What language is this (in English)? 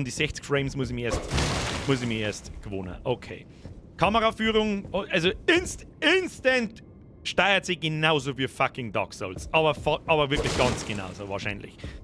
Bavarian